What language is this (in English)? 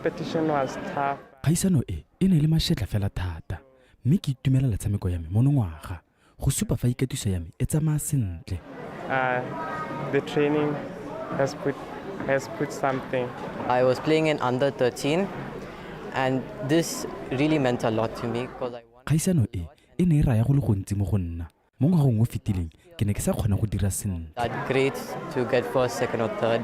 Tswana